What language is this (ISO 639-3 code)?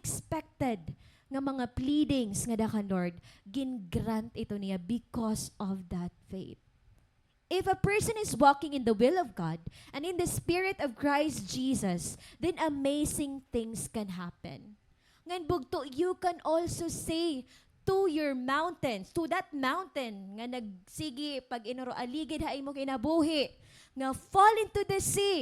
war